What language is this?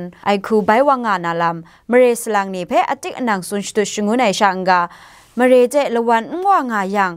Kachin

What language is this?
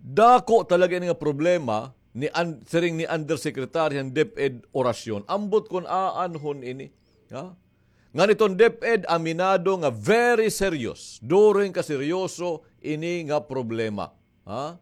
Waray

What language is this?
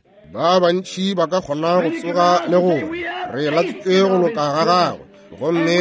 Northern Sotho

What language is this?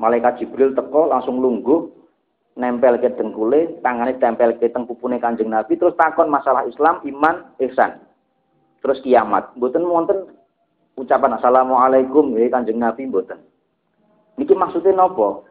Javanese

